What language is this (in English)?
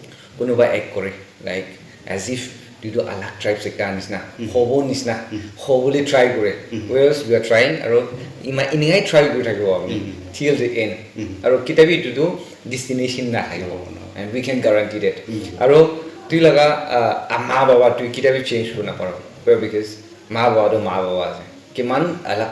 Naga Pidgin